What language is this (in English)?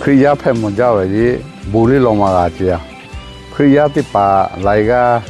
Lahu